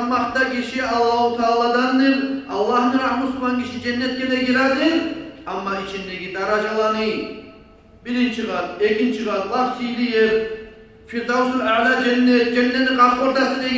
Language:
Kumyk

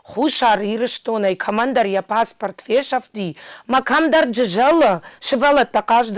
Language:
Ossetic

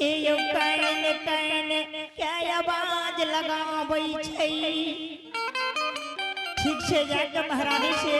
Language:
Angika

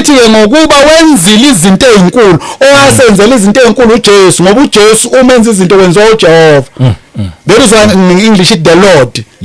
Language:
Zulu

